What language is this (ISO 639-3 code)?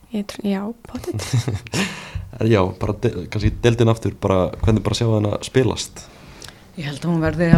isl